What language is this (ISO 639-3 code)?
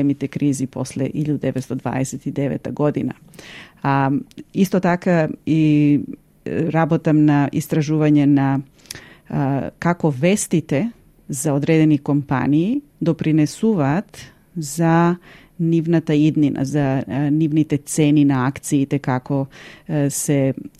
mkd